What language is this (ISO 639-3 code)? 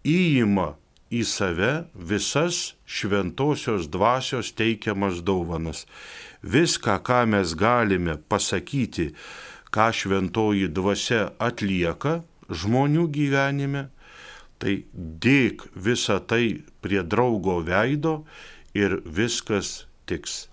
lit